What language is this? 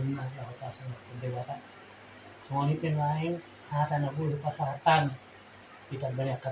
Batak Toba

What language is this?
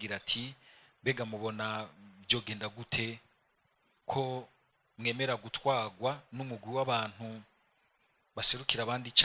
Rundi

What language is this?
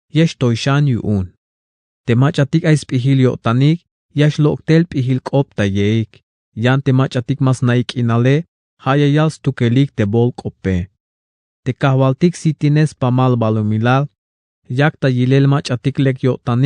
Tzeltal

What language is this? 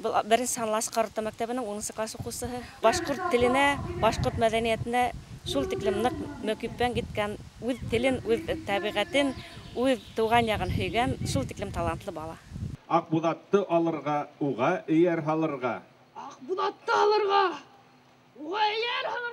Bashkir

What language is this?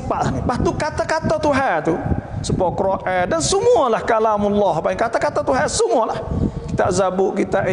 Malay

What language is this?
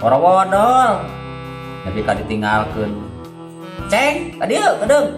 Sundanese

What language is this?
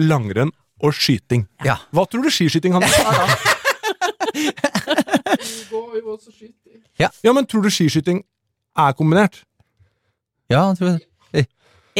Norwegian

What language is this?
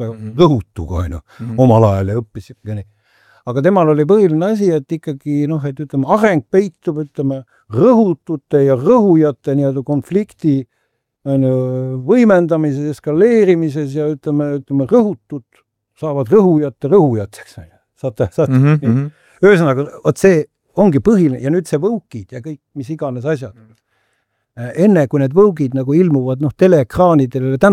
Estonian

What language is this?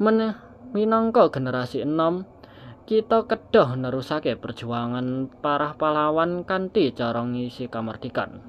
Javanese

